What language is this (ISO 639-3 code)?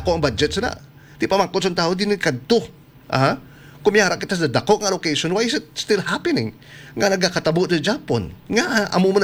hil